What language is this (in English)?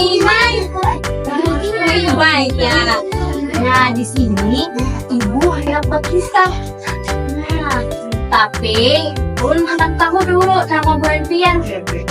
Banjar